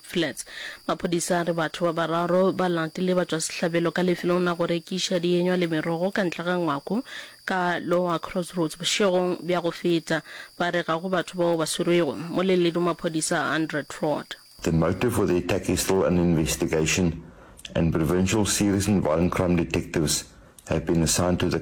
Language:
Northern Sotho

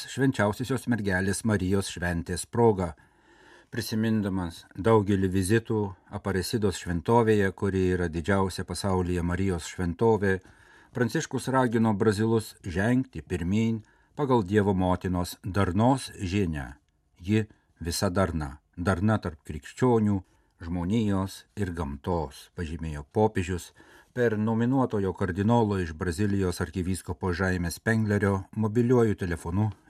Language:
Lithuanian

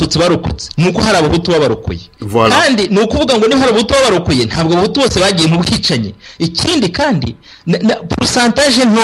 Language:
Kinyarwanda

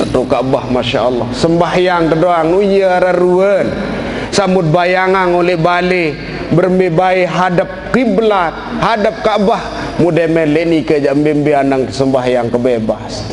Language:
Sasak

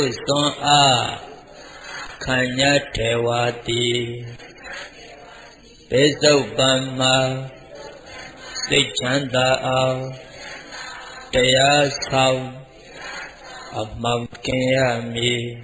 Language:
Burmese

